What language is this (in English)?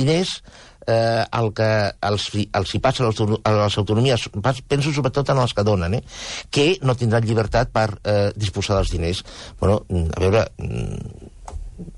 Catalan